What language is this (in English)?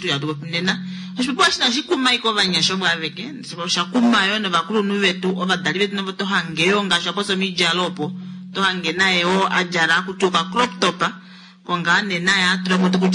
Kuanyama